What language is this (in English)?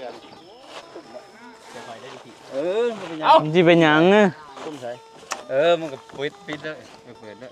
Northeastern Thai